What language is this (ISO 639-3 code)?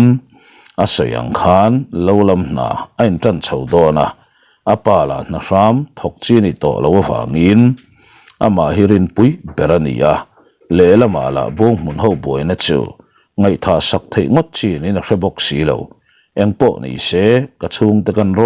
lus